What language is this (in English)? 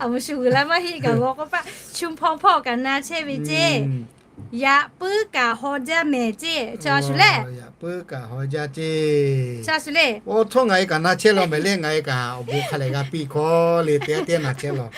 Lahu